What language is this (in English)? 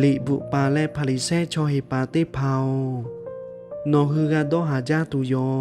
Lahu